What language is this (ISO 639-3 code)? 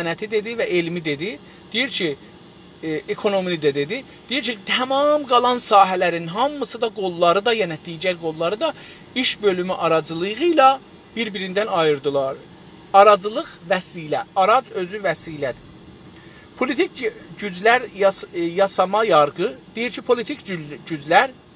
azb